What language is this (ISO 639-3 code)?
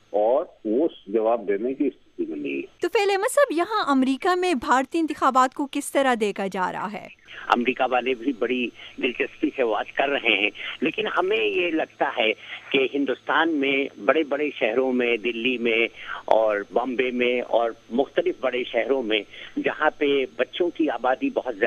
urd